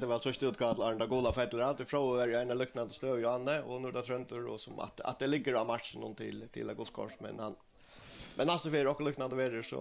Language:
Faroese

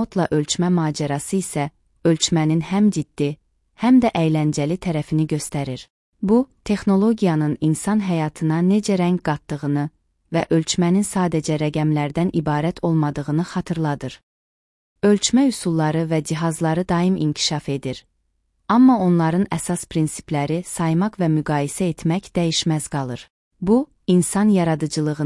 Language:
Azerbaijani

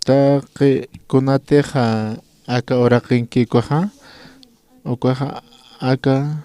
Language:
Aymara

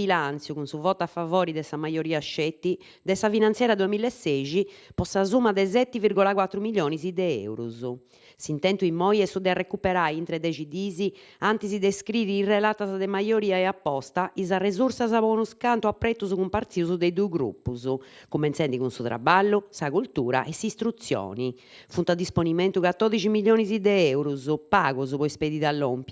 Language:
Sardinian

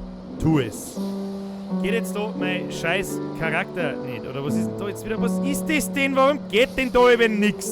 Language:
Bavarian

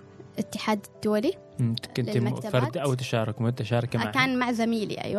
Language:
Gulf Arabic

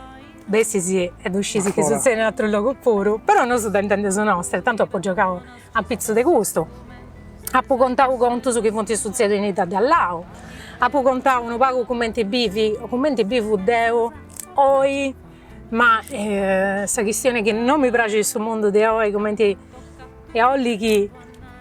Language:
Sardinian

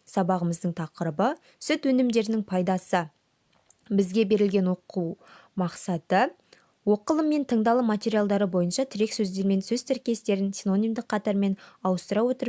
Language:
Kazakh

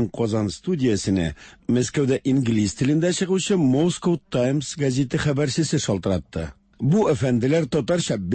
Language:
Tatar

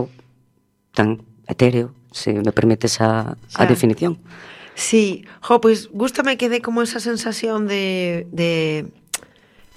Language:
Galician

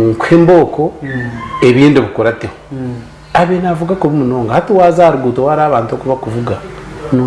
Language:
Nyankole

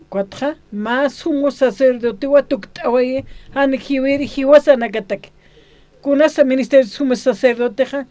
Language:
Aymara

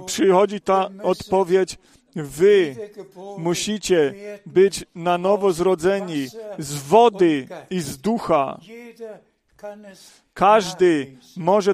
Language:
Polish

